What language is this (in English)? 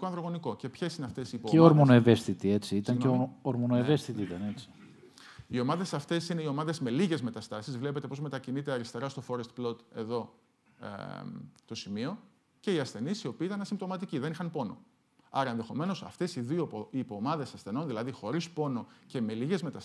Greek